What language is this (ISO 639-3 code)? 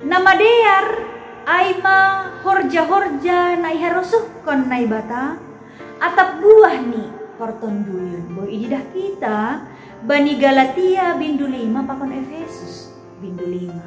bts